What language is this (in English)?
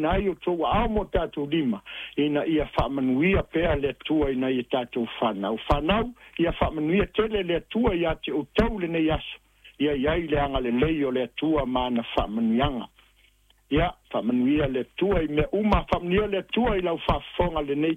Samoan